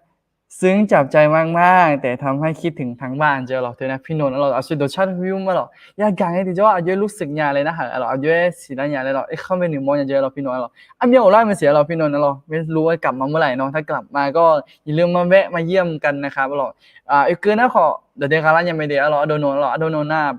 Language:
Akha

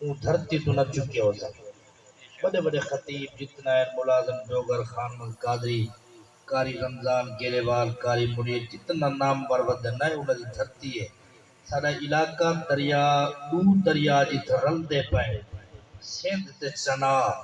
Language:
Saraiki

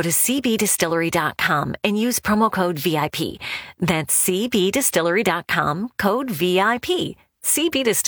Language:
English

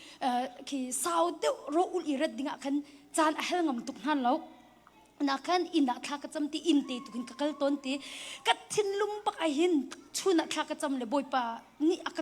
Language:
Hakha Chin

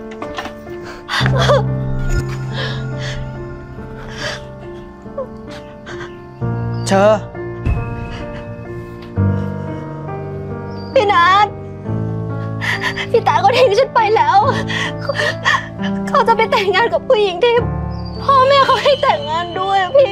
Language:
Thai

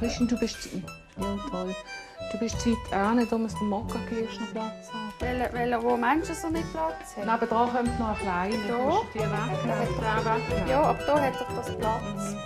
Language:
Swiss German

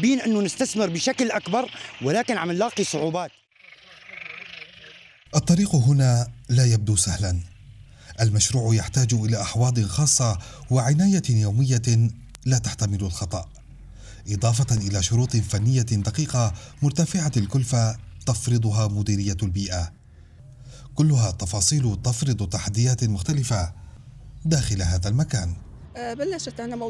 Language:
Arabic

